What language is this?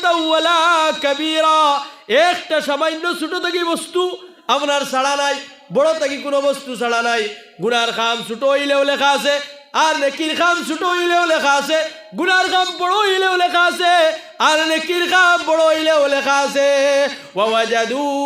Sylheti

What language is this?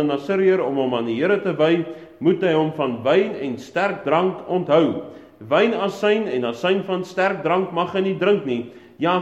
Afrikaans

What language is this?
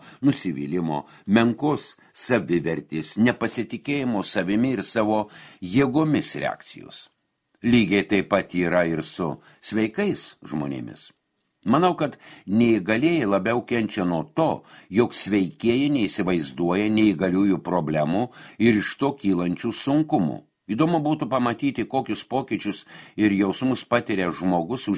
Lithuanian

